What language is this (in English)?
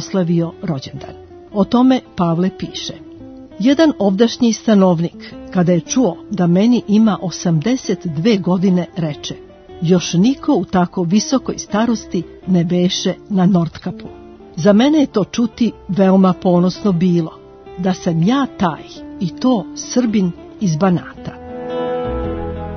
Serbian